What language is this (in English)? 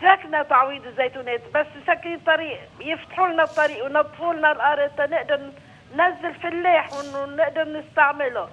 North Levantine Arabic